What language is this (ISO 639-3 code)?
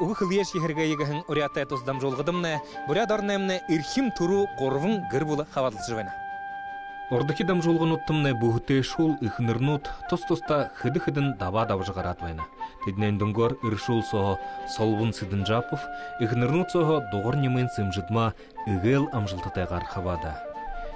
bua